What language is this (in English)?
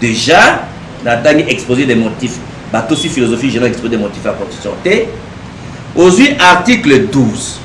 Lingala